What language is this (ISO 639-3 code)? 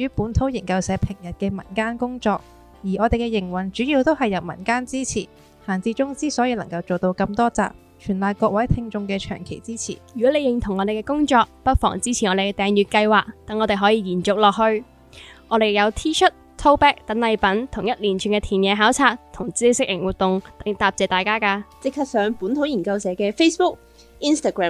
yue